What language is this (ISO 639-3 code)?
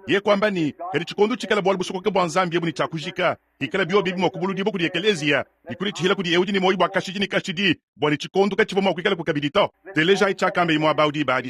lua